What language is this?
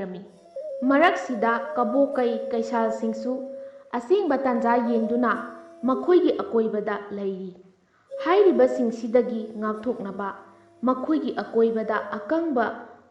Manipuri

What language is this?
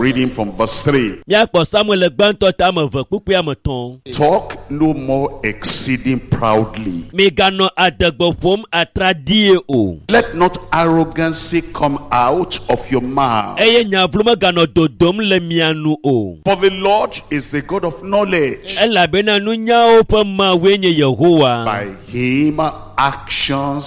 Ewe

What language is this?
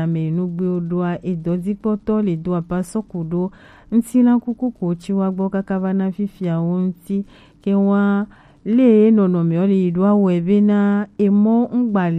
Gen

